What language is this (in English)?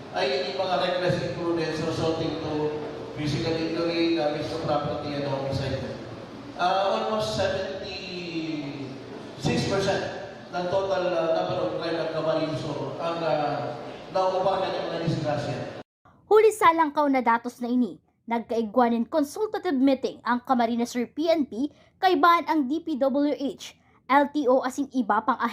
Bikol